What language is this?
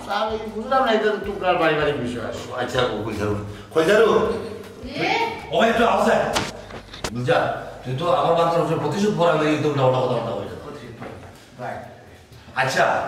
Sylheti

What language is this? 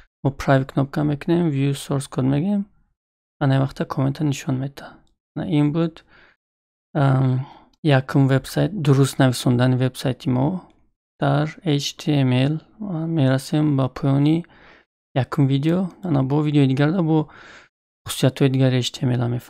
Tajik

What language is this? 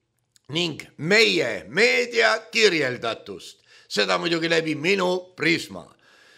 Estonian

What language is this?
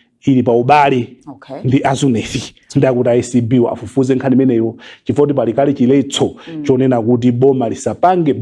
Nyanja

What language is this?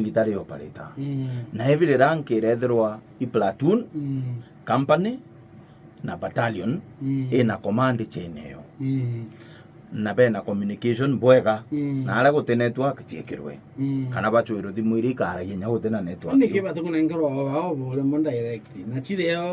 Meru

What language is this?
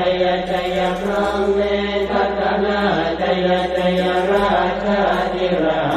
Pali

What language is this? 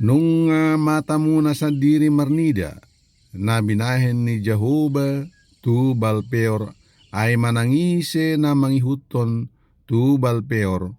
Batak Toba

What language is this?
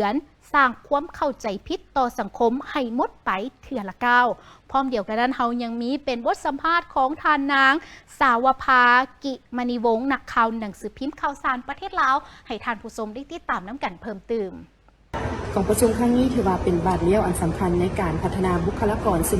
Lao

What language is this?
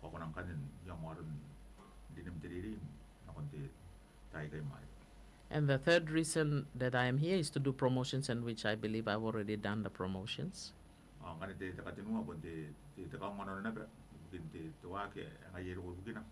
Gilbertese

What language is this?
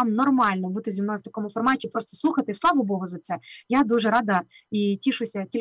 Ukrainian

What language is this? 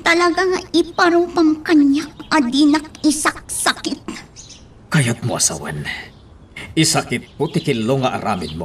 Iloko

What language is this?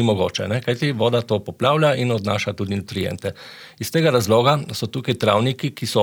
Slovenian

